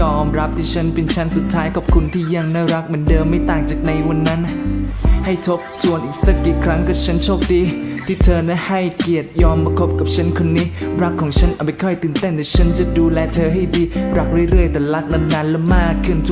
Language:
Thai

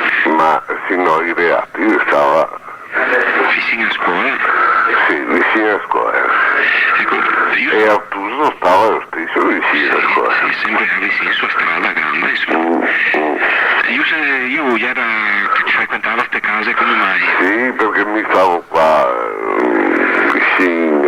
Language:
Venetian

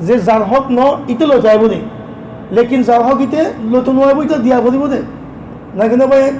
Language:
Rohingya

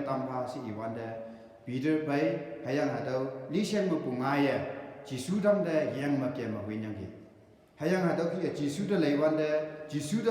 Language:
Konyak Naga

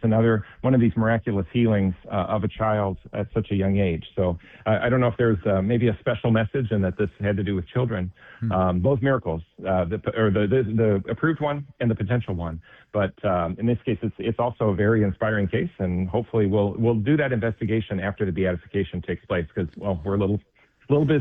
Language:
English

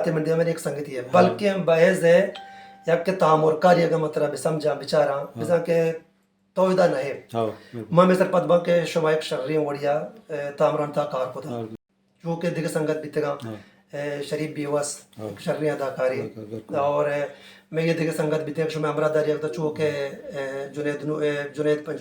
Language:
Baluchi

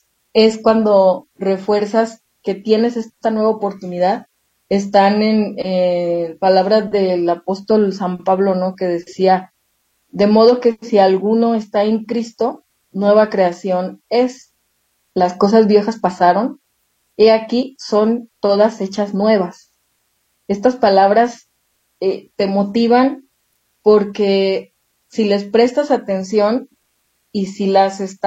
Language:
Spanish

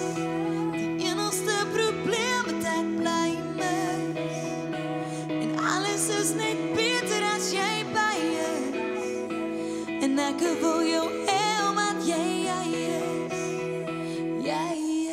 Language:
Afrikaans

